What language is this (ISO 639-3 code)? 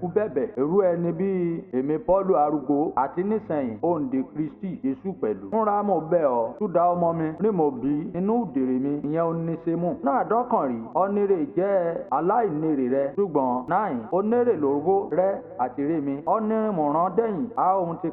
yor